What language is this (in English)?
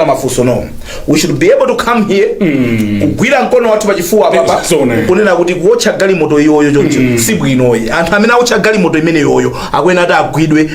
Nyanja